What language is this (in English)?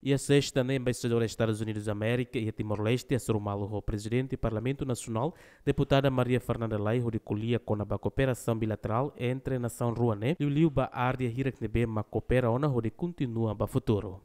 Tetum